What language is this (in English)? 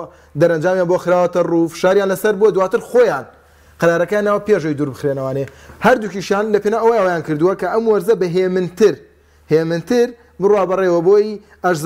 Central Kurdish